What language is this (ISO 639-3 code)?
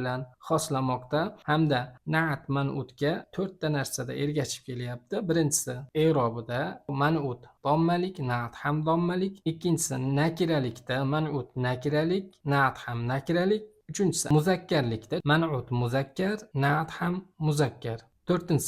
uzb